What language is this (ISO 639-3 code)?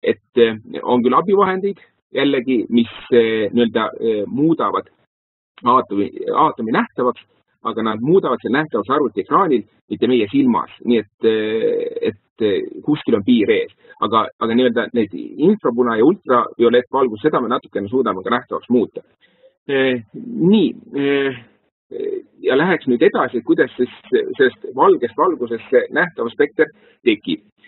est